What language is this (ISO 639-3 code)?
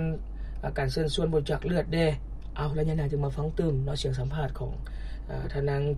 lao